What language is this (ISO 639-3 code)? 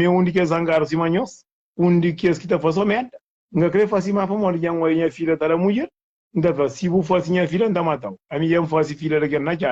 kea